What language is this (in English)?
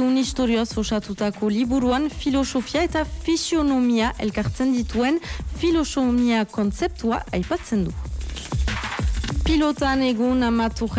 Basque